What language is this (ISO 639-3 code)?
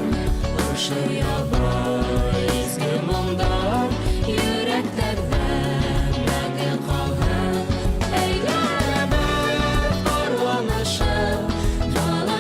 bak